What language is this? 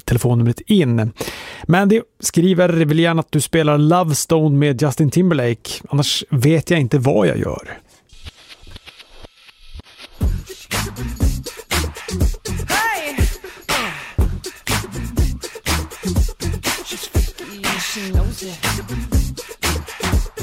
Swedish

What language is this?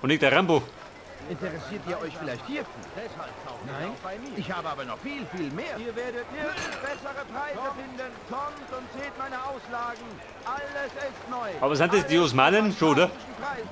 Bavarian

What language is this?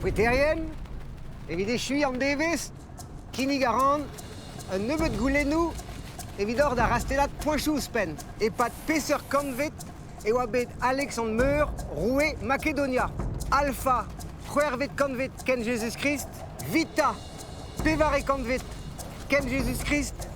Breton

